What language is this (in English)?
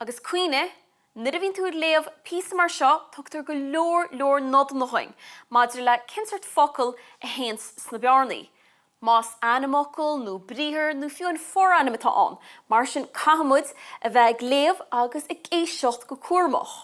Irish